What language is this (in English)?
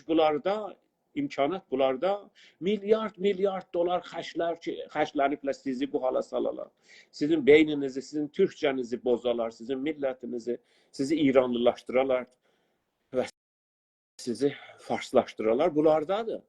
South Azerbaijani